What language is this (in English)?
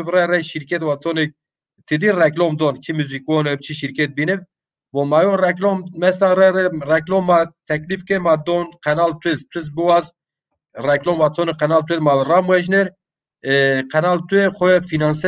Zaza